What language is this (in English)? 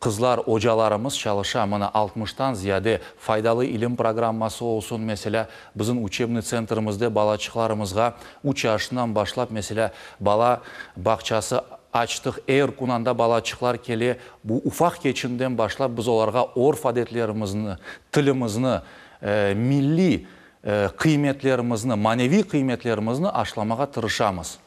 Crimean Tatar